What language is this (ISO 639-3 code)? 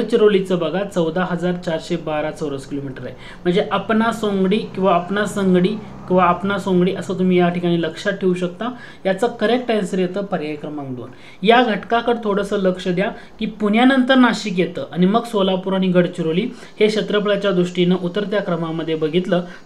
mar